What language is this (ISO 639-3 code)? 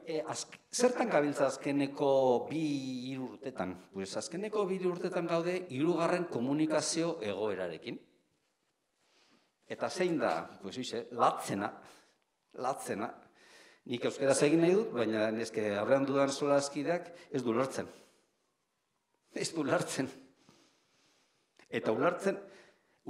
eus